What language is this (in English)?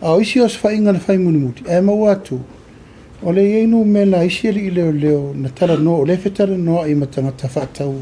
Samoan